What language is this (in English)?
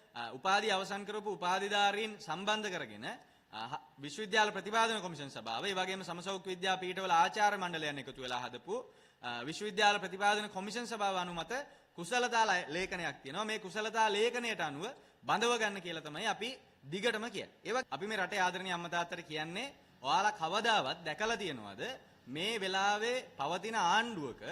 Sinhala